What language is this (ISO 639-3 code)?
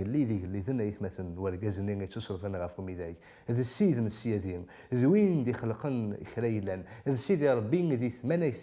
kab